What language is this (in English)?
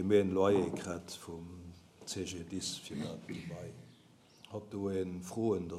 Luxembourgish